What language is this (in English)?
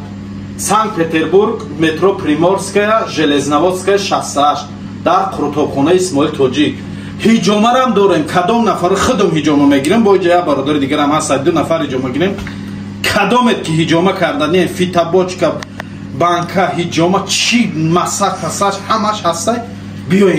Tajik